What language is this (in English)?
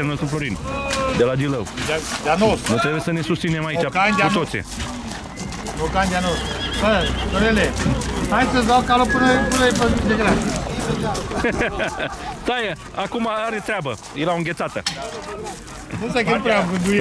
Romanian